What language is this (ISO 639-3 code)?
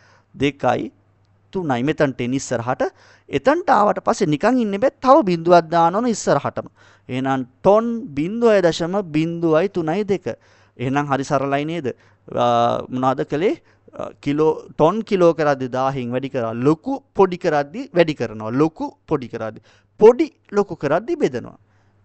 sin